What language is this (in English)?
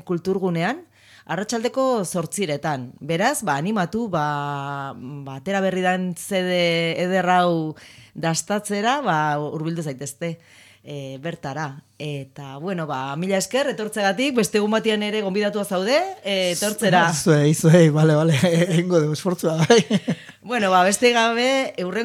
Basque